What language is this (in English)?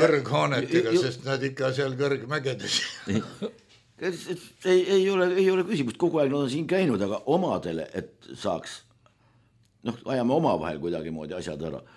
Estonian